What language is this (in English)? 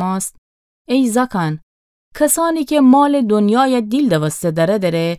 Gilaki